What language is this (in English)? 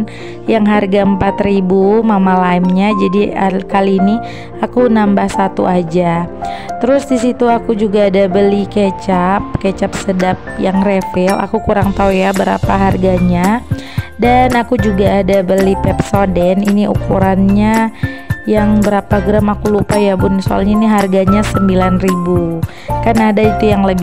Indonesian